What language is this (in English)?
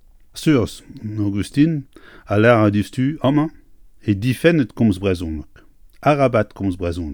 Breton